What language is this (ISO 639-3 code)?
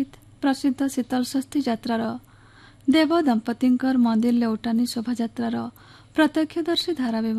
ori